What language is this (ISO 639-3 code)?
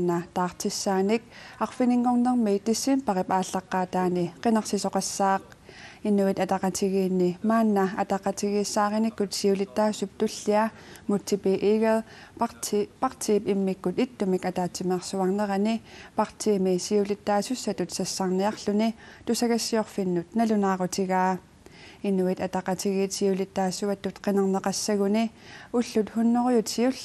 kal